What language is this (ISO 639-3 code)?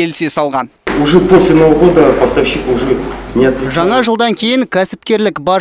kaz